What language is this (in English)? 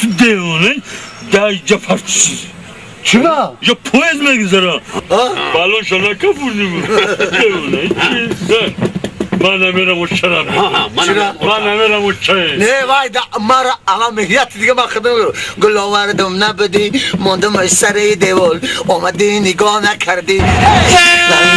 Tajik